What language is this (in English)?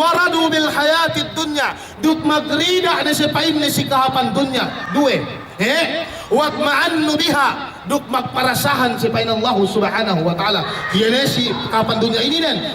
Yakan